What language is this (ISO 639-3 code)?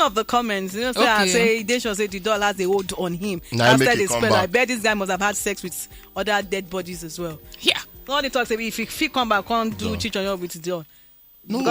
pcm